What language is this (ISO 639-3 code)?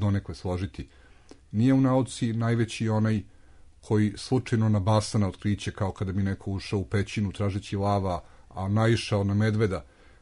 srp